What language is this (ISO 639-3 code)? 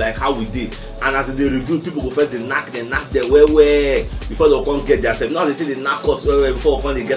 pcm